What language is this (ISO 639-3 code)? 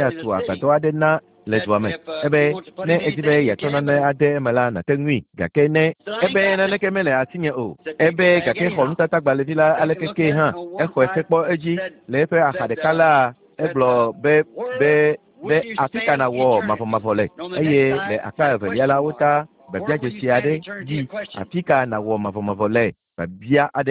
ewe